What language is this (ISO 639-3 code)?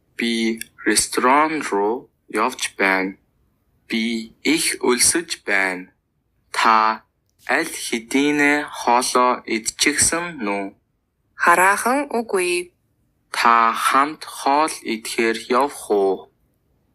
mon